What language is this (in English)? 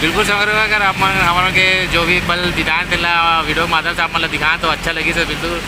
Chhattisgarhi